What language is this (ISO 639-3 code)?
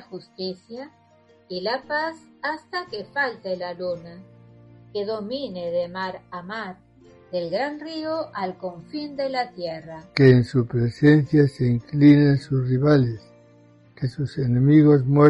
spa